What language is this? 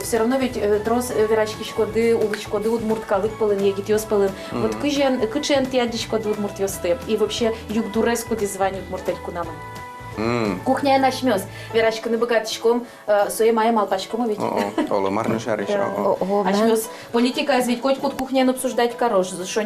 Udmurt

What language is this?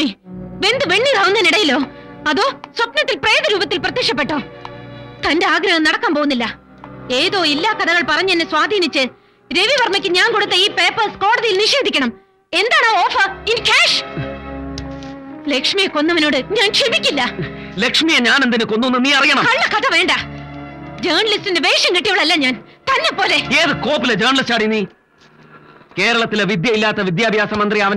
Malayalam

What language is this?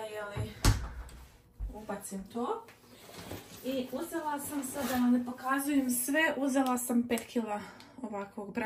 Croatian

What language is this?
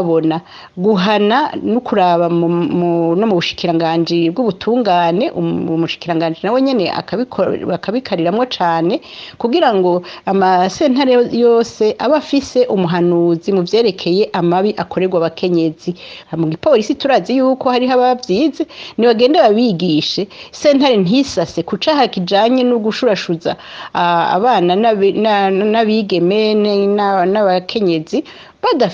Rundi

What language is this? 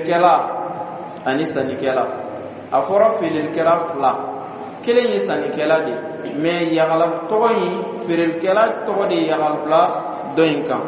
Dyula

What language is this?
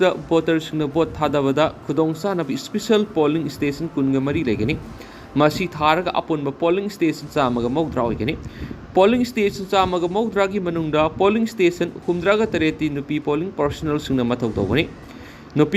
Manipuri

